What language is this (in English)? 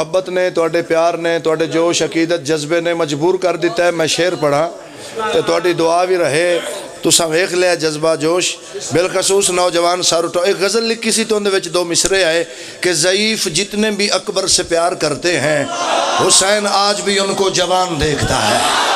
Pahari-Potwari